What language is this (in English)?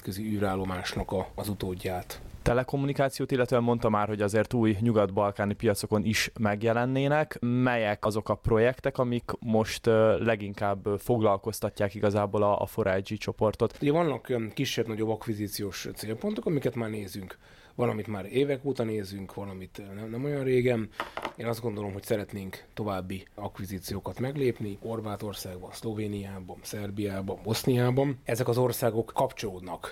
Hungarian